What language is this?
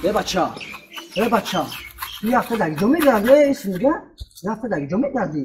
Tajik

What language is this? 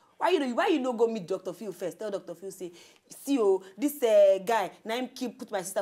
Nigerian Pidgin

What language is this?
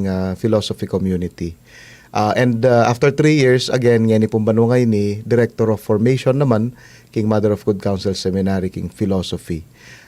Pampanga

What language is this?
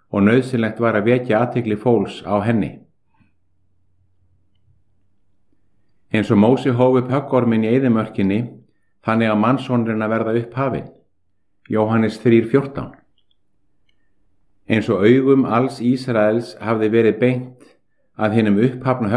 Icelandic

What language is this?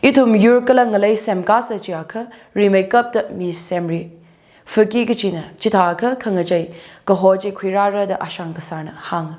Tangkhul Naga (India)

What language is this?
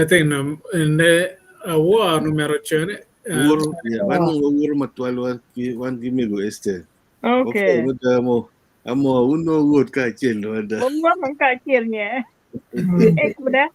Acoli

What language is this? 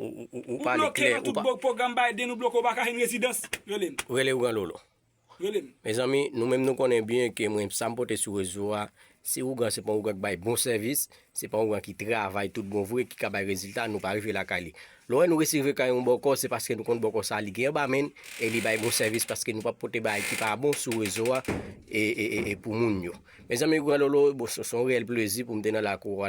Haitian Creole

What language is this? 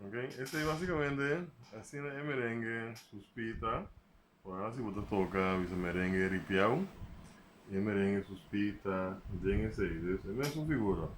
Papiamento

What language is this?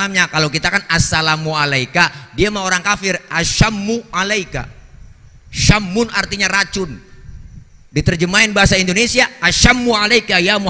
Betawi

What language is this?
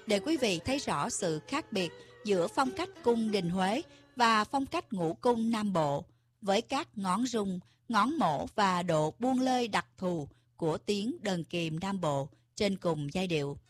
Vietnamese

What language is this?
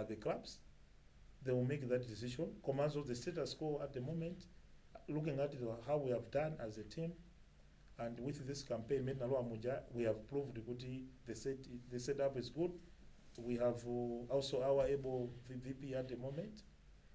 Nyanja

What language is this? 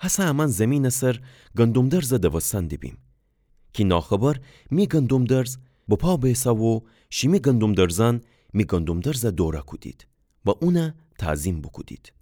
Gilaki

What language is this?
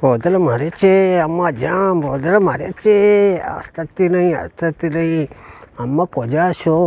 Eastern Balochi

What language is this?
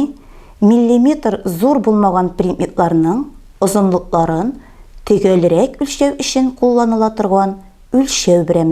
Tatar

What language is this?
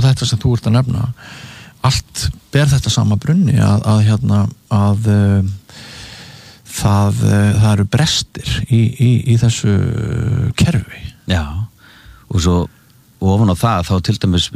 Icelandic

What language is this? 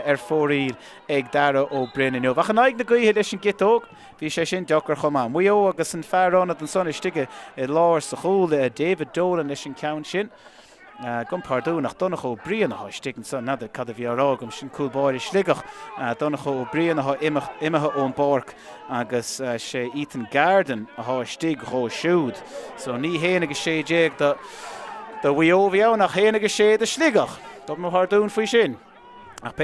Irish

